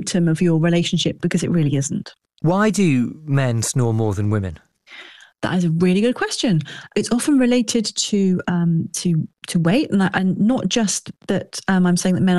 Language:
English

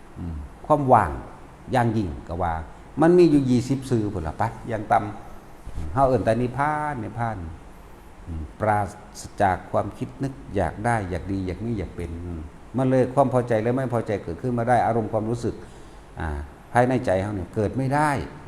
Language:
Northeastern Thai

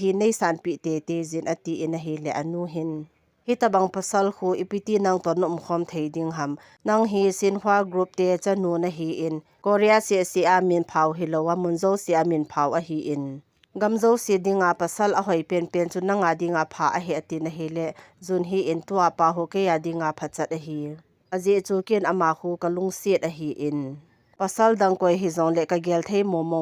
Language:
Thado Chin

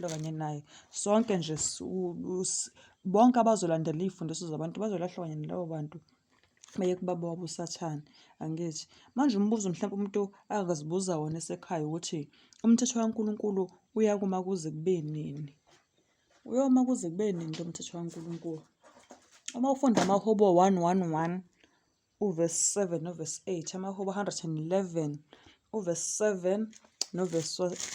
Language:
Zulu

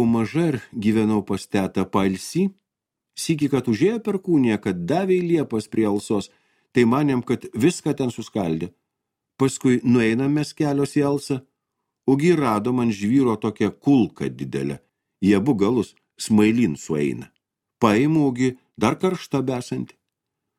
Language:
Lithuanian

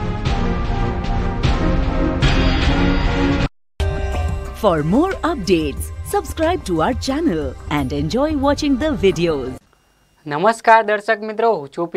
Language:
Gujarati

